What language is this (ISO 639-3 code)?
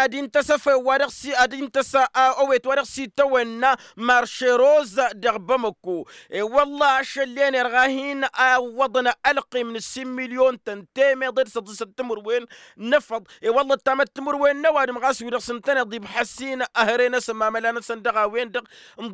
taq